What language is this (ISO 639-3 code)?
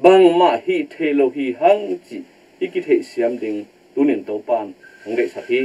ctd